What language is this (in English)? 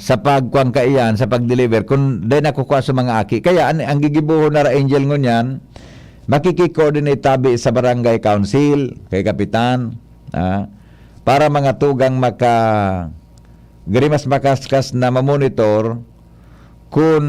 Bikol